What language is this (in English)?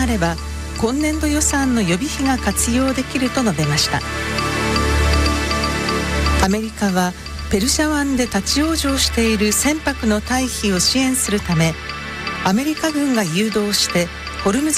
Japanese